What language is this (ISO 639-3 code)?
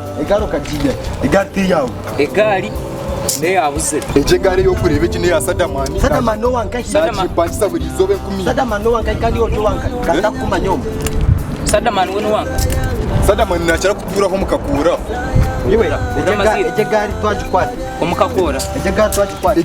nyn